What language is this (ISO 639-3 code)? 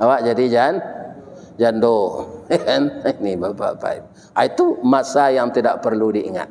min